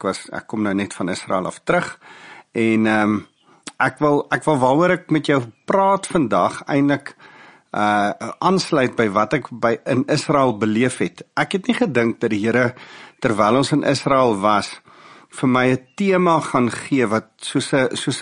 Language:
Afrikaans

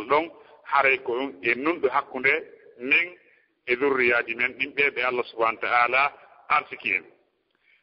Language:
Fula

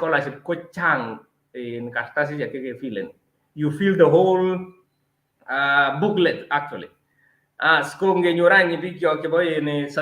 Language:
Kalenjin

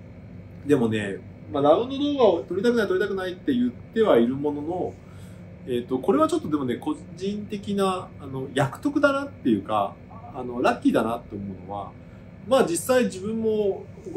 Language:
Japanese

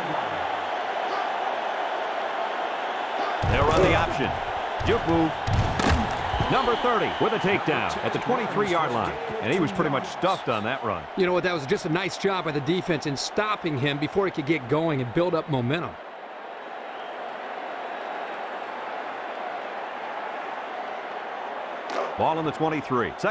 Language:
English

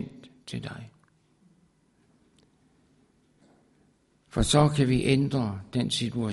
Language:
Danish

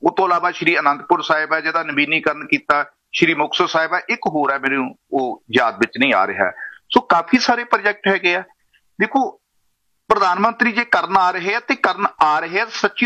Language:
Punjabi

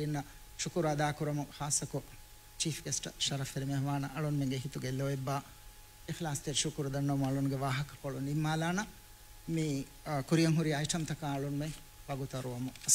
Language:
Divehi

